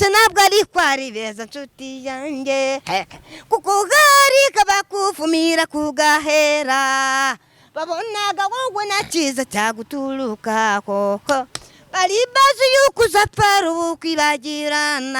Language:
Kinyarwanda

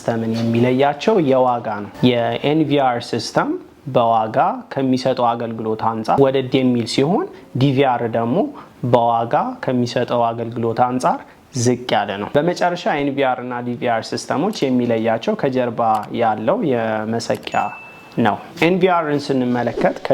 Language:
Amharic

